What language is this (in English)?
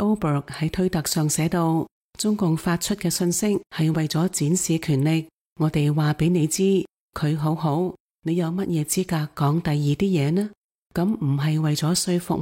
Cantonese